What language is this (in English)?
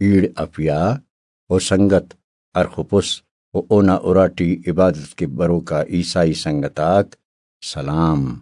Brahui